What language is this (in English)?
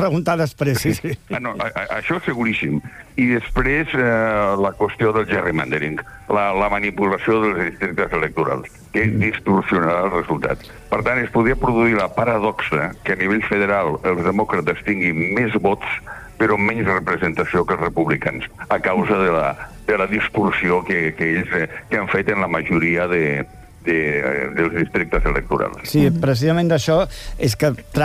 Catalan